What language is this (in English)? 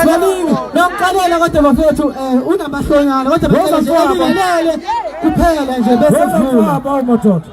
Zulu